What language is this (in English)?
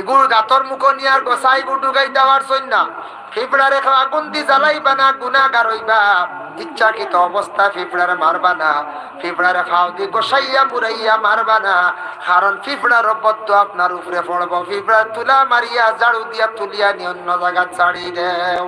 Sylheti